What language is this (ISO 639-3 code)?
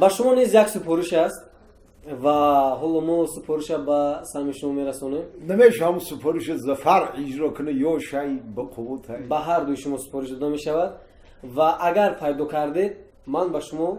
tgk